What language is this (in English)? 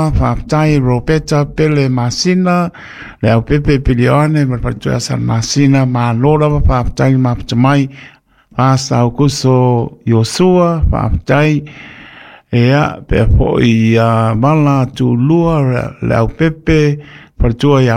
Samoan